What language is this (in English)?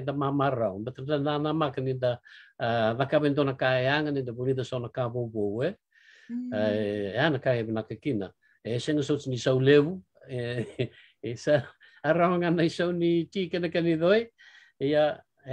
Fijian